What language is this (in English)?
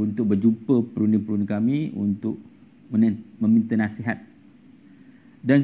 Malay